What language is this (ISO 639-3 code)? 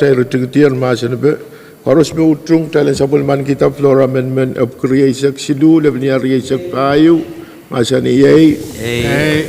pon